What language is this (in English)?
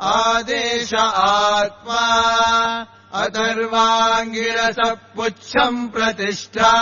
Sanskrit